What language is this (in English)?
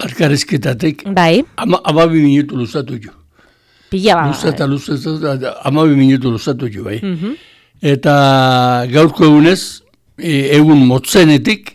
Basque